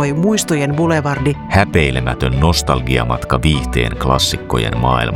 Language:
Finnish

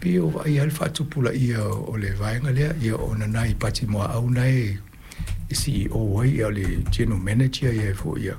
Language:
Samoan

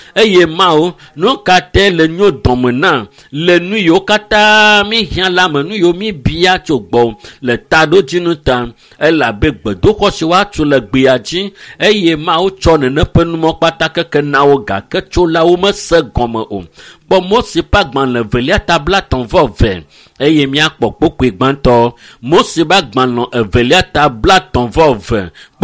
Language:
Ewe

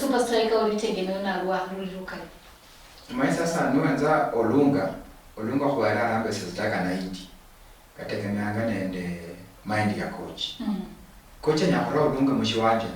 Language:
Luyia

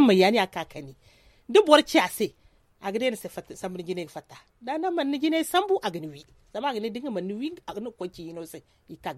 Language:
Zarma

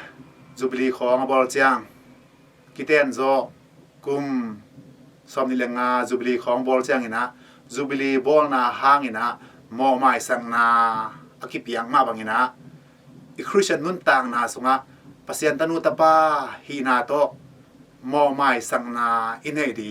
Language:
Tedim Chin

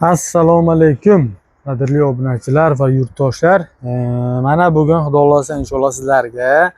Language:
Uzbek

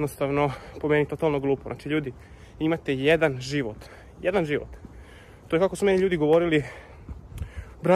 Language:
Serbian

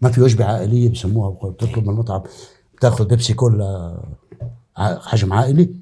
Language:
North Levantine Arabic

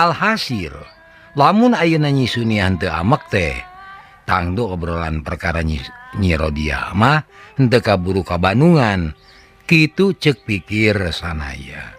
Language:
Sundanese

